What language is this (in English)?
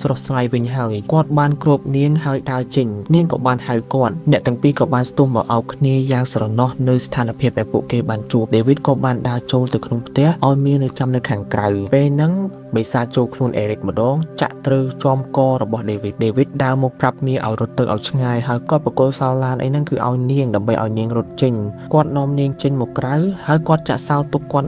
Khmer